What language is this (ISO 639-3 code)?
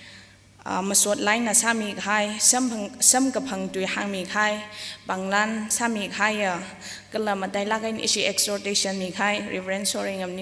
nmf